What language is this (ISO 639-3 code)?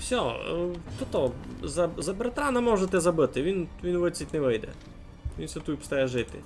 rue